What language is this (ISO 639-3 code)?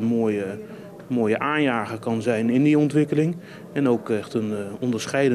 nld